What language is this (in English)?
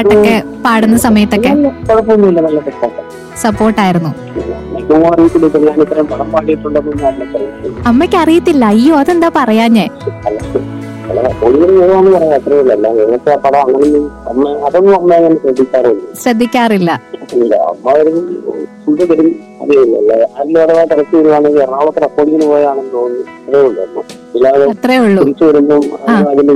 Malayalam